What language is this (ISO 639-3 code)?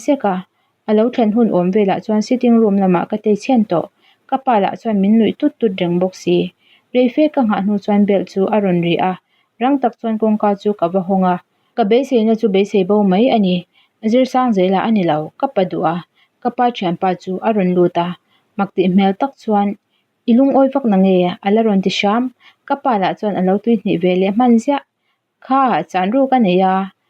lus